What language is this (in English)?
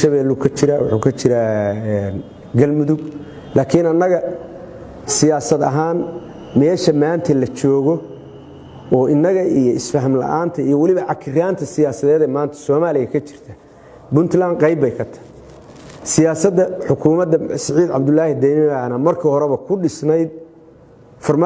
Somali